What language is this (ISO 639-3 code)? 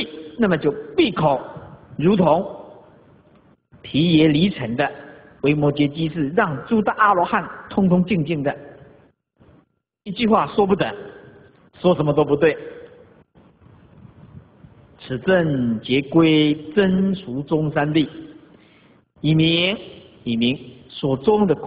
zho